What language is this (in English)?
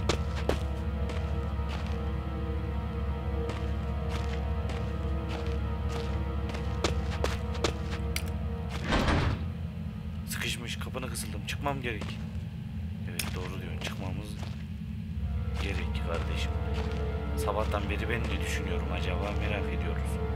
Turkish